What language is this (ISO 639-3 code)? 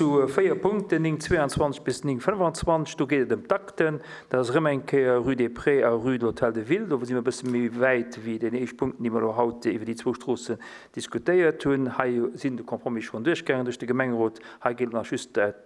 ltz